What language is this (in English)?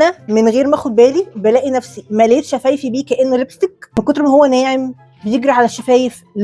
Egyptian Arabic